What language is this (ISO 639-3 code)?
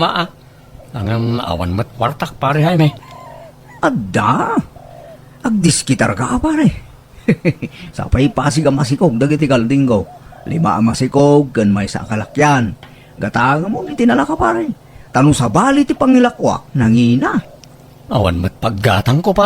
ilo